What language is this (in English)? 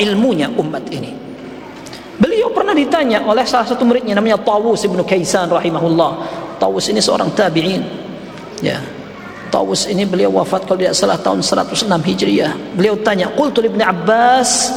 Indonesian